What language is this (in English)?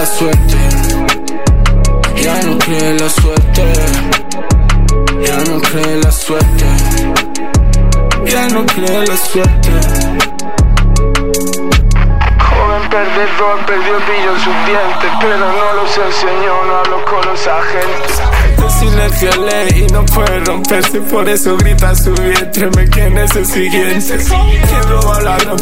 Spanish